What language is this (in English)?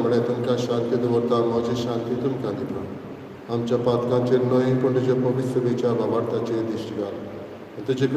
Konkani